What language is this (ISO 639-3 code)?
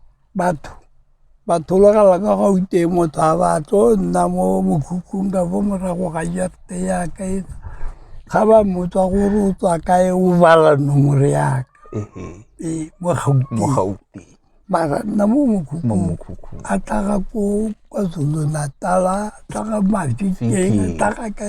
tsn